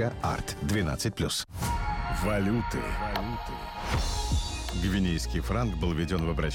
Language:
Russian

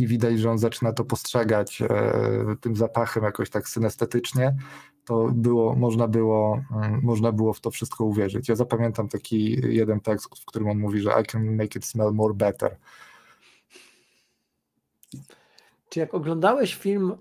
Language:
Polish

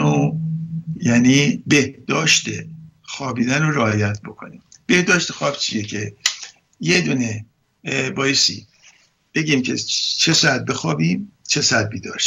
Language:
Persian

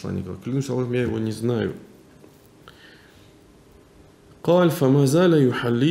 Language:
Russian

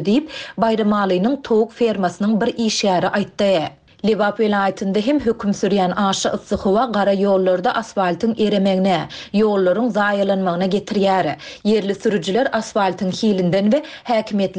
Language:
Turkmen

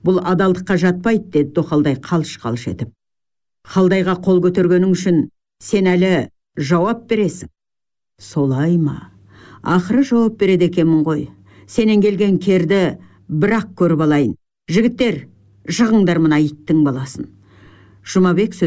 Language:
Kazakh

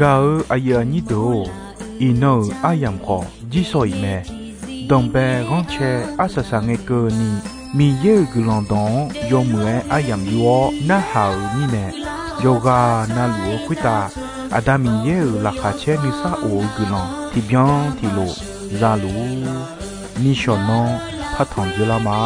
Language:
Akha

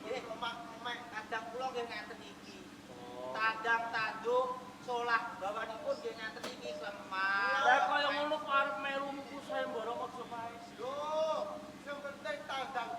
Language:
Javanese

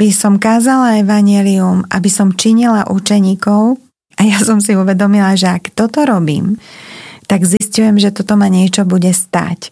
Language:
Slovak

